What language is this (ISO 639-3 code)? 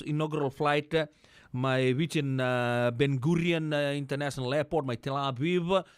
fij